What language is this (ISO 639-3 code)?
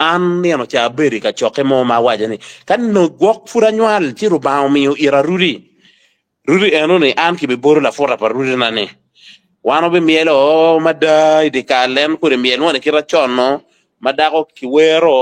ach